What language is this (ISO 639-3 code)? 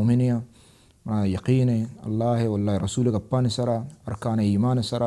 bal